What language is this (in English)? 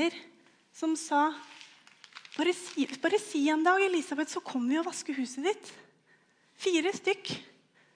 Norwegian